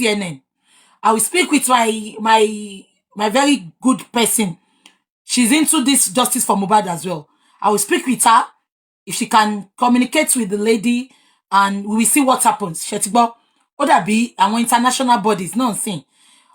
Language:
Yoruba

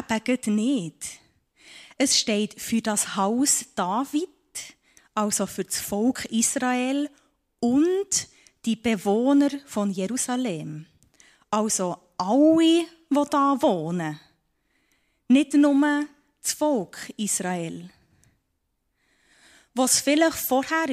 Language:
German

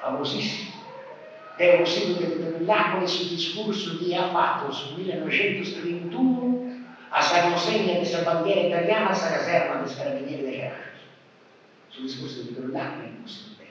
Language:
Sardinian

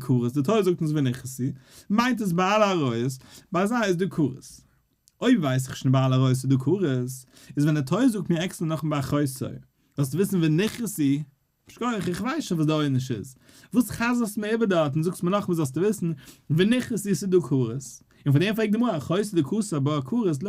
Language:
Yiddish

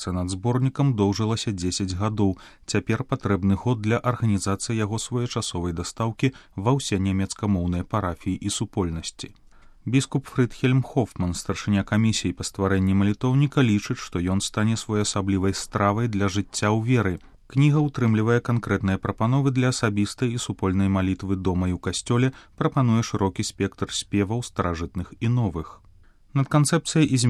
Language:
Belarusian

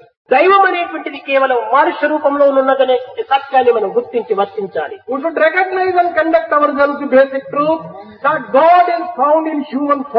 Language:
Telugu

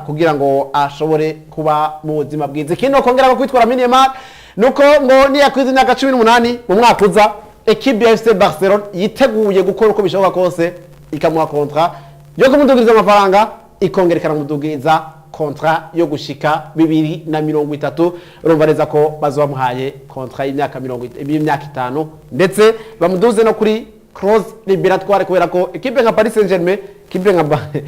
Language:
Rundi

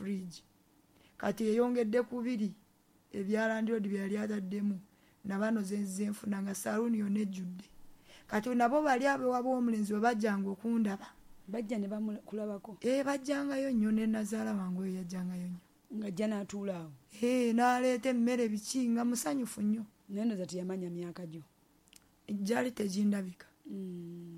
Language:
Ganda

